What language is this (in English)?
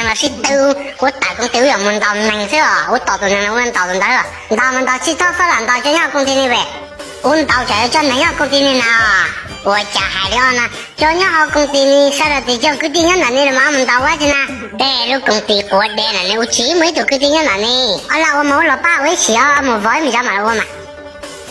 Hmong